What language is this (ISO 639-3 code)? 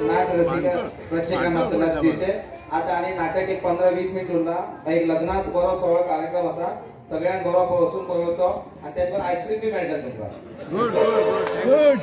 kok